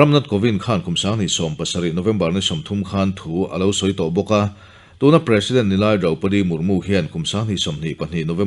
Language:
Mizo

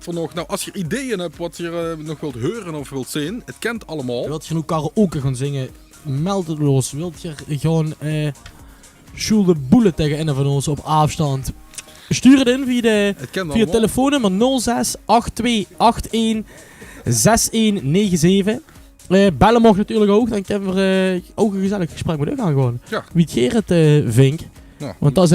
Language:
Limburgish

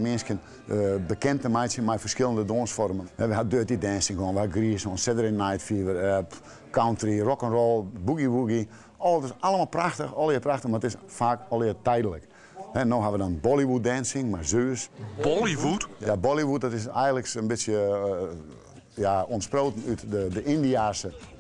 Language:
Western Frisian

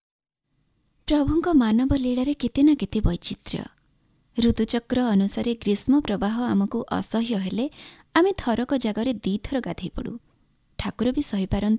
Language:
Odia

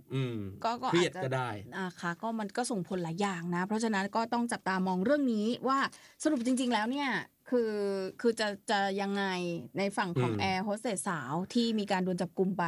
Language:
Thai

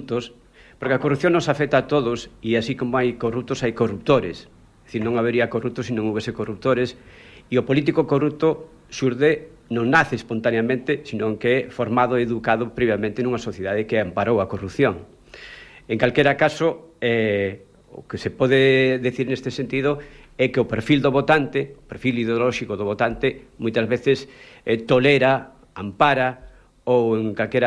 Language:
Galician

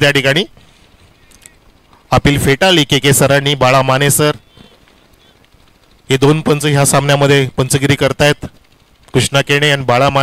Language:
Marathi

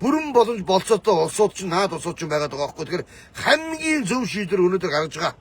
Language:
Mongolian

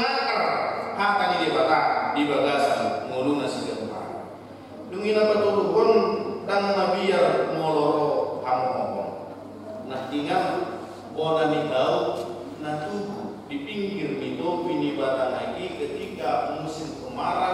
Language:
Batak Toba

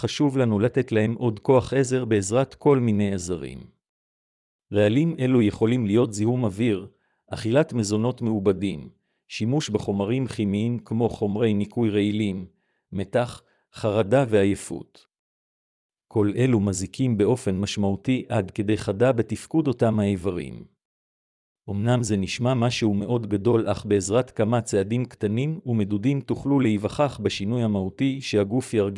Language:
Hebrew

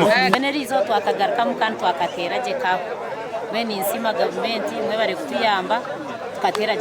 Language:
Nyankole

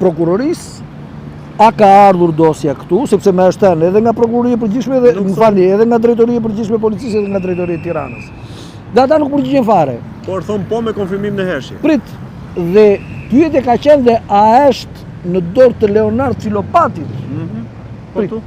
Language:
Albanian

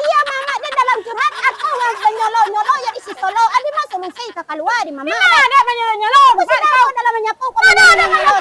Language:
Minangkabau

